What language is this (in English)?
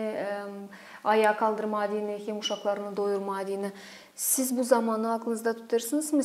Gagauz